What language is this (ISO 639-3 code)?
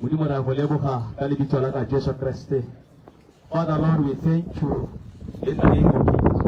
tsn